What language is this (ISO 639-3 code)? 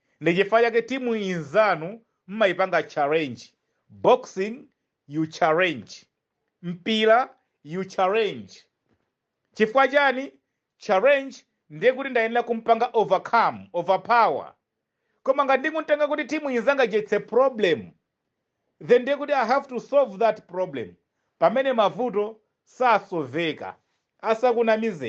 nya